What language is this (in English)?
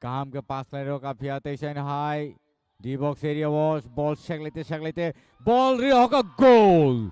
Kok Borok